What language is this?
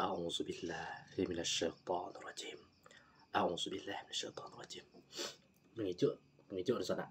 Minangkabau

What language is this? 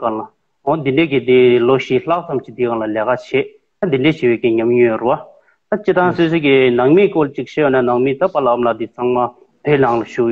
Tibetan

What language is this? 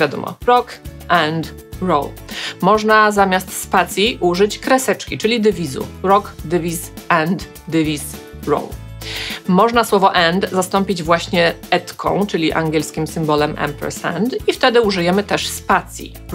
Polish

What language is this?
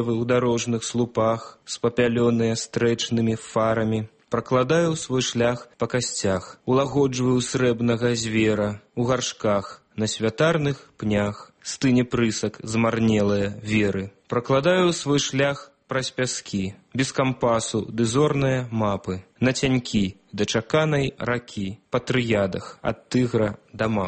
Belarusian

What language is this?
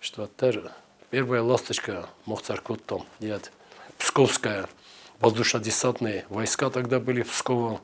Ossetic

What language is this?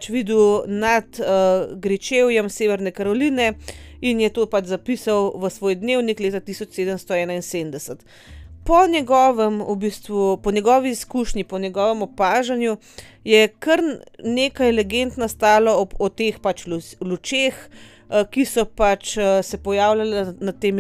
Slovenian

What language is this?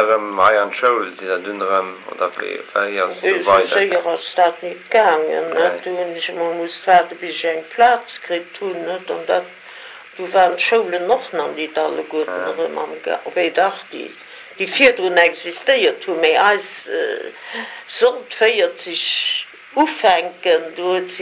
Luxembourgish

